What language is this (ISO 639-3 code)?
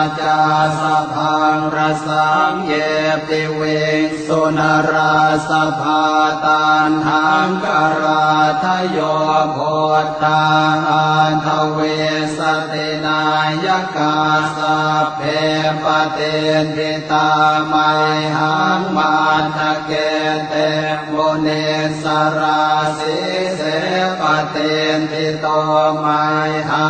pli